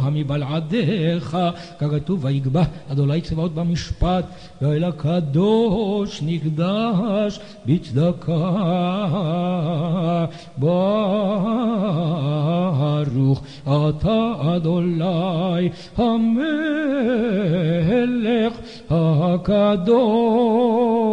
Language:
Hebrew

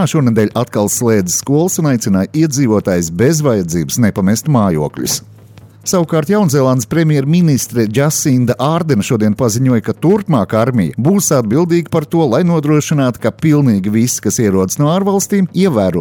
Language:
Latvian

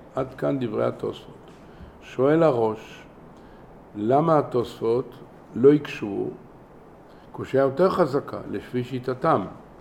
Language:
Hebrew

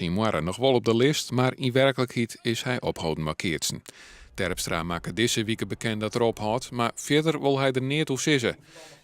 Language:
Western Frisian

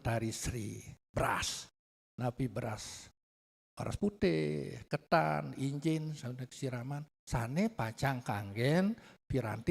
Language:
Balinese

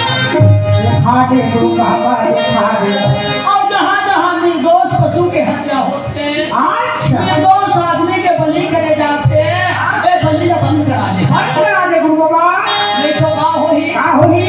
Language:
Chhattisgarhi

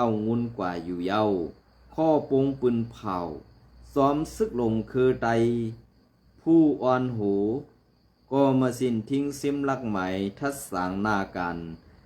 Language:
Shan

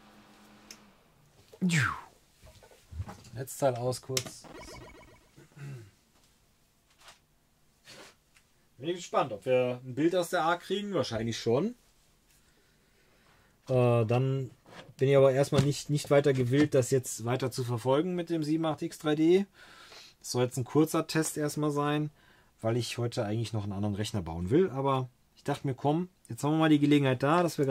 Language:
German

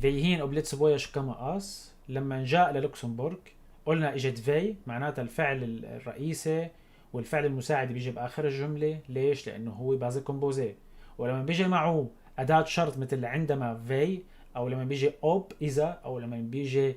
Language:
North Levantine Arabic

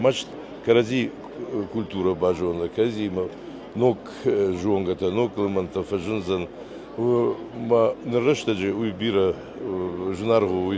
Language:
Ossetic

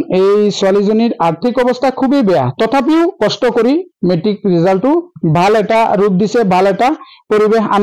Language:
Assamese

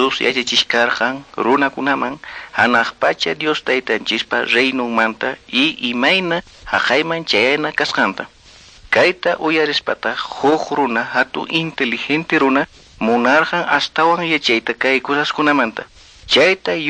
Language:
Quechua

